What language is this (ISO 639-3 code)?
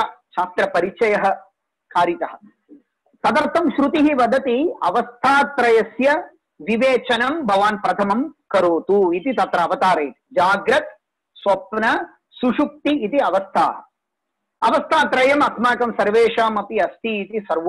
san